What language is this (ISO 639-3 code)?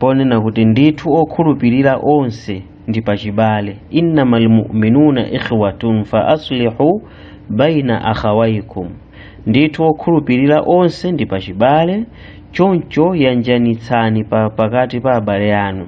nya